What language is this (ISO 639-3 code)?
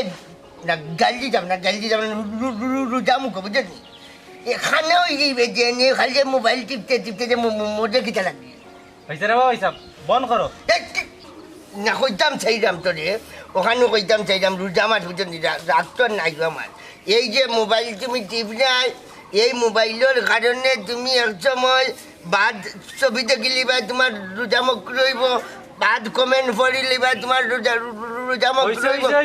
syl